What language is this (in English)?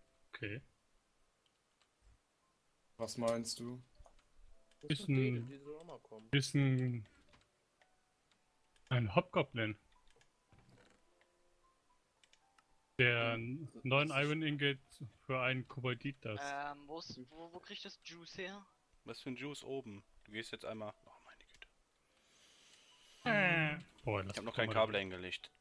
German